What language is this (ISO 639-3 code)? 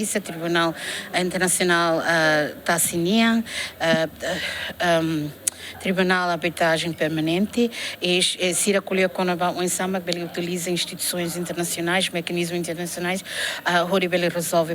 tet